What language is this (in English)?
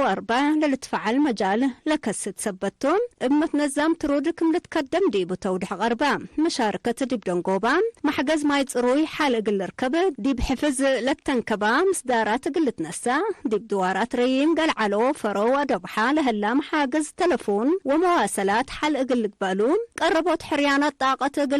Tigre